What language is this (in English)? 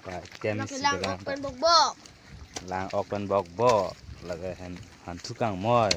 Karbi